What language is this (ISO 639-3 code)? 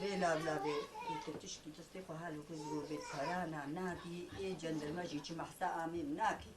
kur